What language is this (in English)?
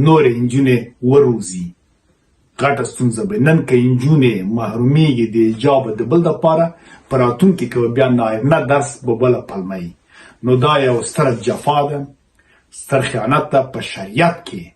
Pashto